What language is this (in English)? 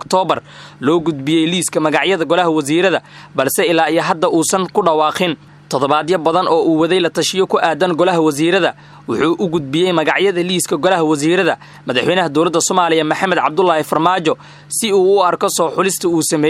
Somali